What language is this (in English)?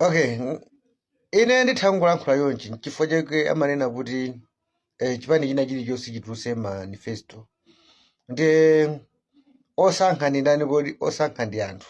Nyanja